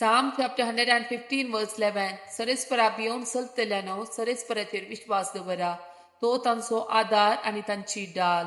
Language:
Konkani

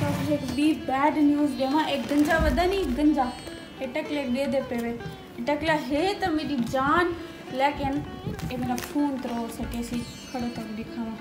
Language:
Saraiki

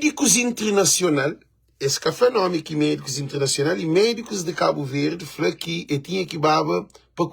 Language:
Kabuverdianu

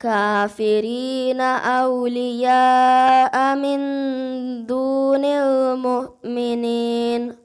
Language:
Divehi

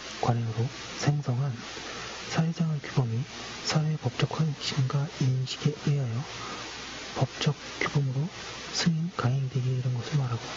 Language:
Korean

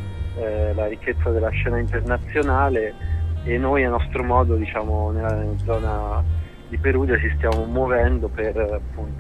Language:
Italian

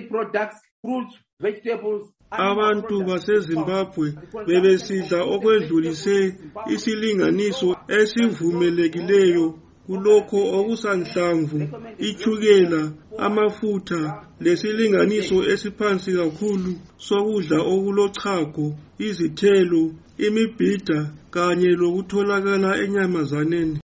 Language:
North Ndebele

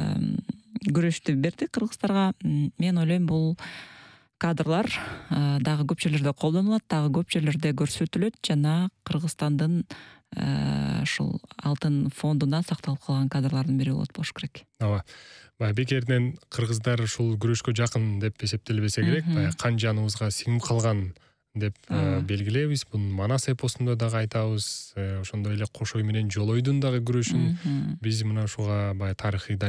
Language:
Kyrgyz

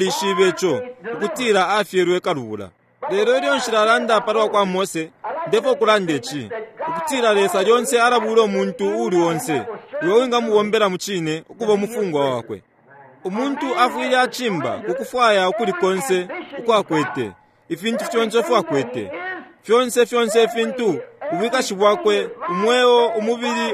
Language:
Bemba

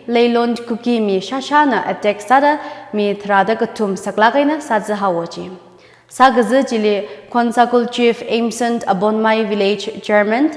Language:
Tangkhul Naga (India)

